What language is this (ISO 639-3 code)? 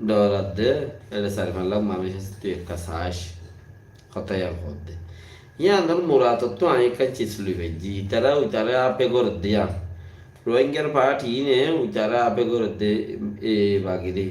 rhg